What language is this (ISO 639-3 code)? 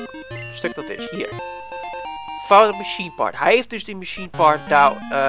nld